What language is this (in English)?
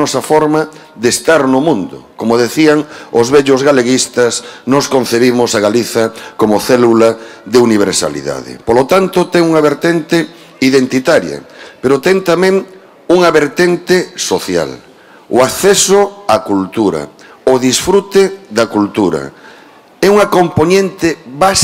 Galician